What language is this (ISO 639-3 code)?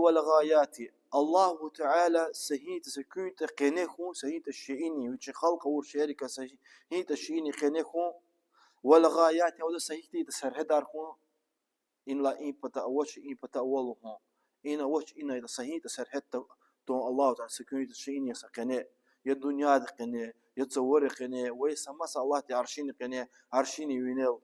lez